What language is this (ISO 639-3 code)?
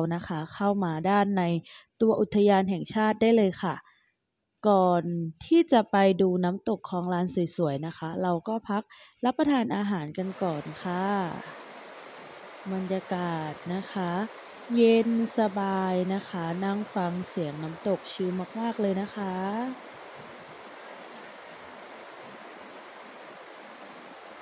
tha